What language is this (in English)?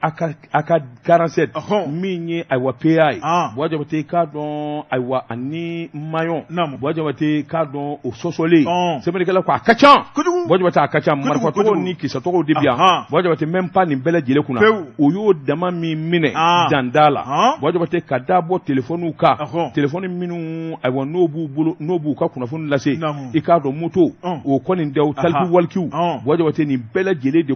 Bambara